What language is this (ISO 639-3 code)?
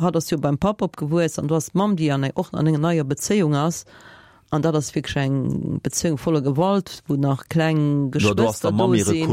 ltz